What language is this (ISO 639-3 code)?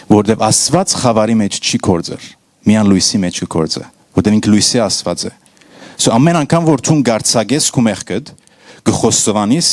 hyw